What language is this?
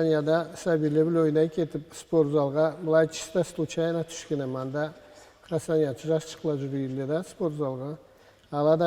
Karachay-Balkar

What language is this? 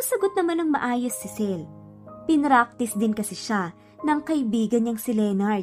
Filipino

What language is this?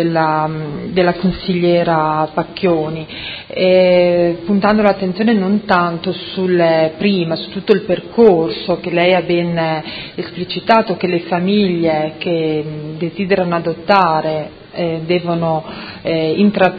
Italian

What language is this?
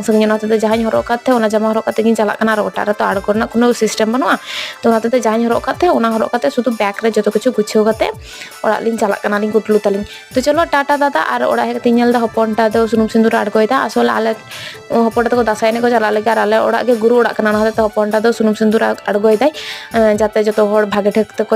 Santali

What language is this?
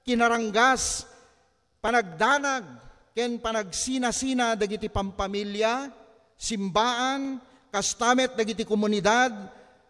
Iloko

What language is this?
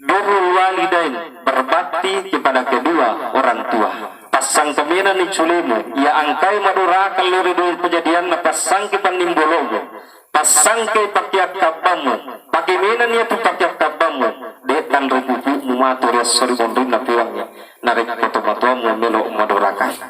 Buginese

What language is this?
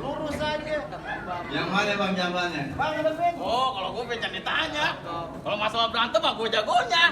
Betawi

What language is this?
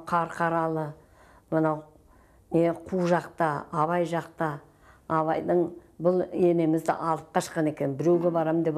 Kazakh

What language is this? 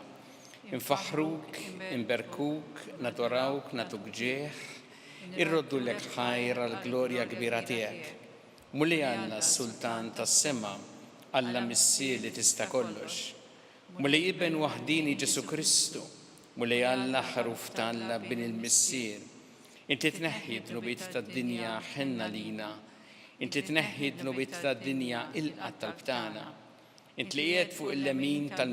Maltese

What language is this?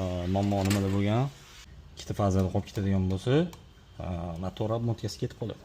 Uzbek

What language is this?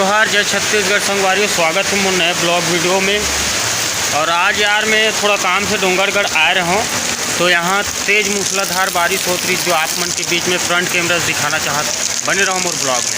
Chhattisgarhi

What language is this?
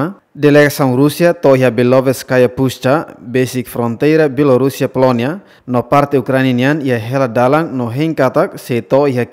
Tetum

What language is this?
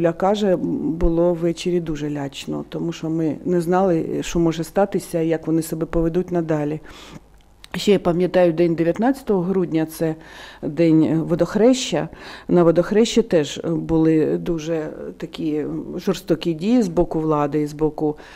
Ukrainian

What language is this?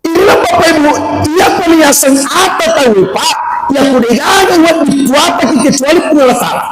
Buginese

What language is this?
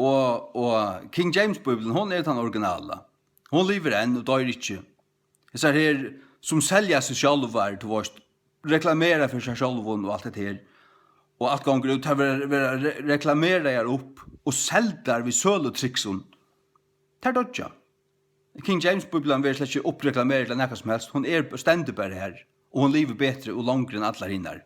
Faroese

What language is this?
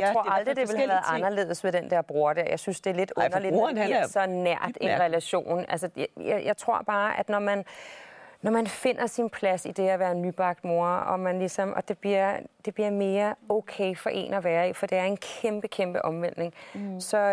Danish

